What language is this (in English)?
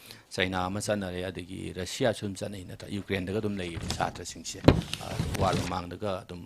Manipuri